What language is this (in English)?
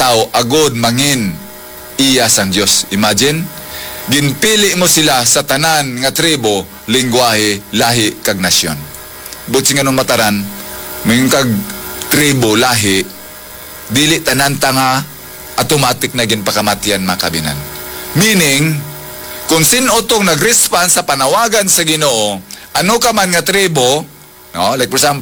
Hiligaynon